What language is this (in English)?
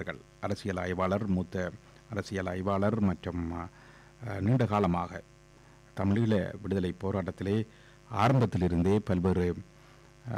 Tamil